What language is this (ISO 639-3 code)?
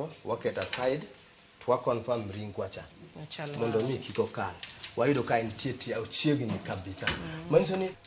luo